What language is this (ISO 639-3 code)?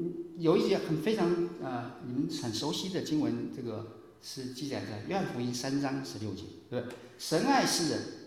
zho